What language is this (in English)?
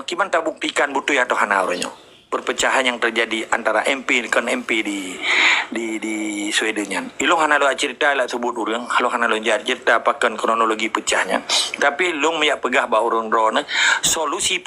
Achinese